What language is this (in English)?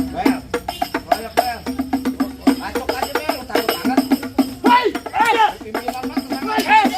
Betawi